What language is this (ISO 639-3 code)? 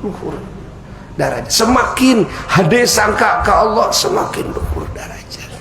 sun